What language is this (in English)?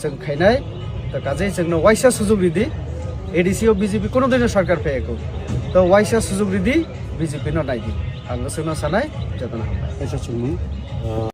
Kok Borok